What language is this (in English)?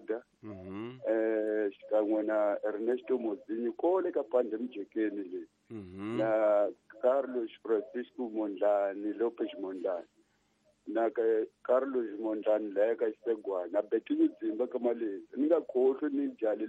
Tsonga